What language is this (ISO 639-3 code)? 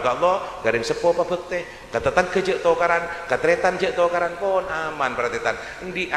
mad